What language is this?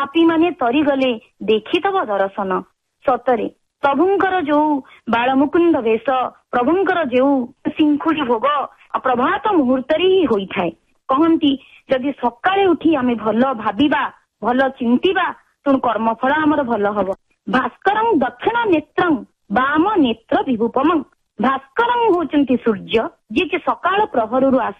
Odia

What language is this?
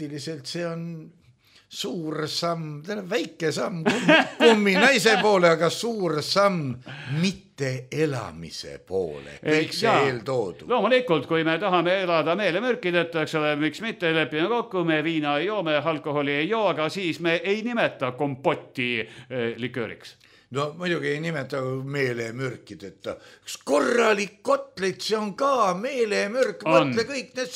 Estonian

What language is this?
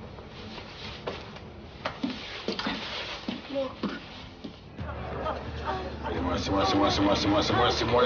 Croatian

